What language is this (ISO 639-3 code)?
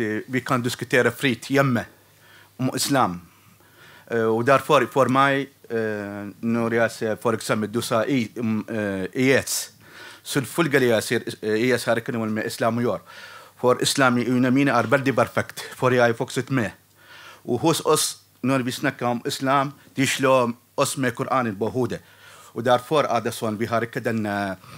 nor